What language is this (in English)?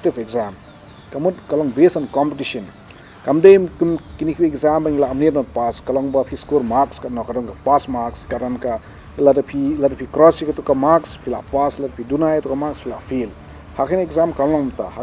Khasi